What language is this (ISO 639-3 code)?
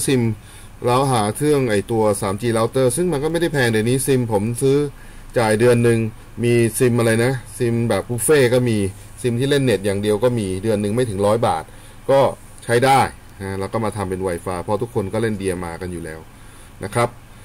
tha